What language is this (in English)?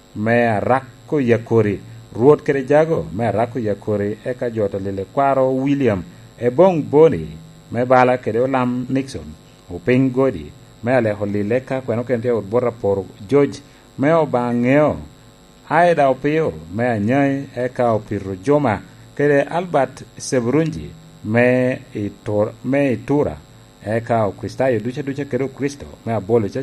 Lango (Uganda)